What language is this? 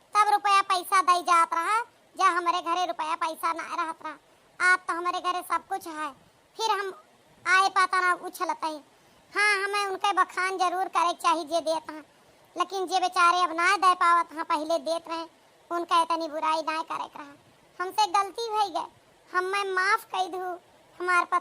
Awadhi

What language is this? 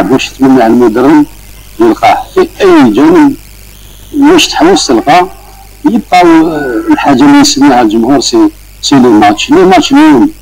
Algerian Arabic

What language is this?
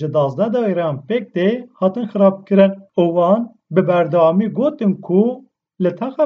Kurdish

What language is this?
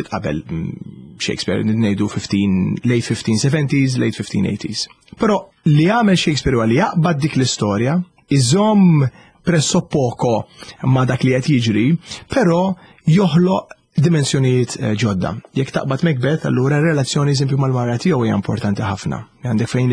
Maltese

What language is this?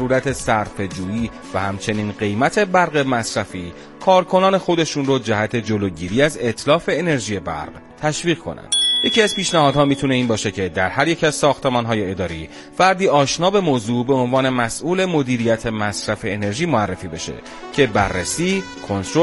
Persian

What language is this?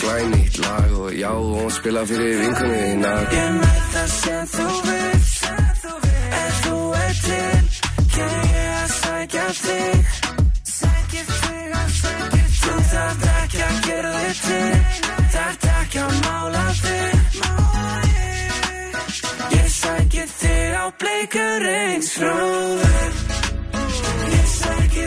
Icelandic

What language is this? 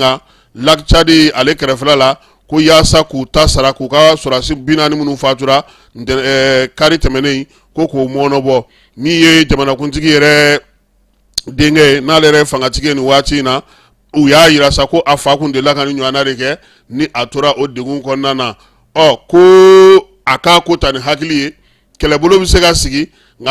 Bambara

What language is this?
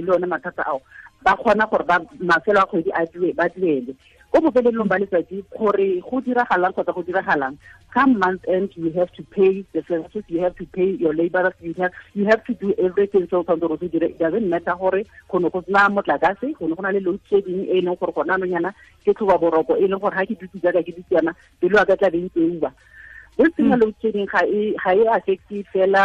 Tswana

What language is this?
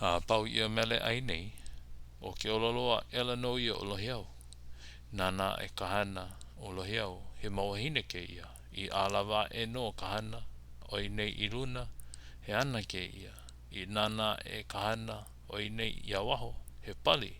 Hawaiian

